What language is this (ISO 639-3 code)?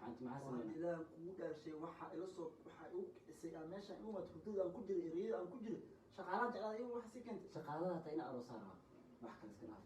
som